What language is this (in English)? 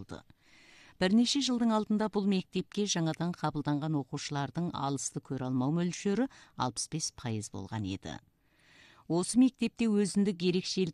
Kazakh